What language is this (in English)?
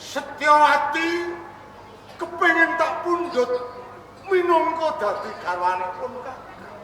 Javanese